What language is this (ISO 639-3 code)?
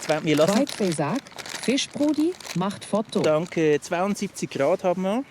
gsw